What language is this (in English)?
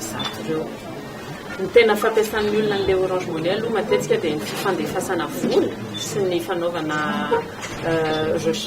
Malagasy